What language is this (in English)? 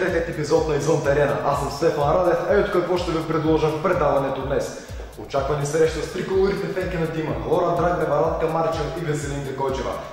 Bulgarian